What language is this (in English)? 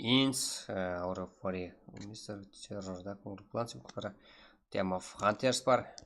Kara-Kalpak